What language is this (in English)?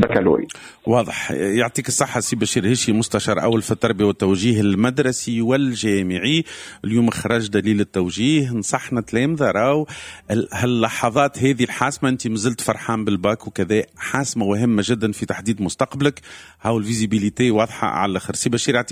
Tunisian Arabic